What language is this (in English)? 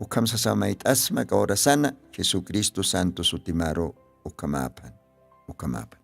Aymara